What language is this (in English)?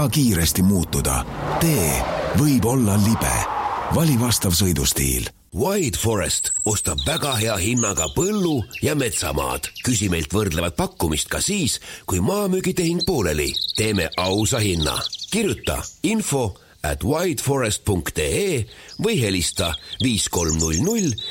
Estonian